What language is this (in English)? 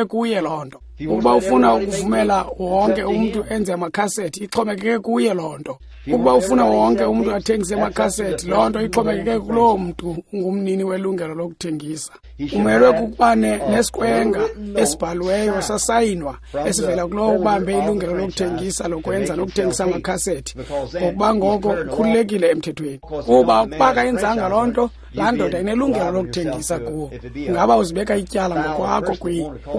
Xhosa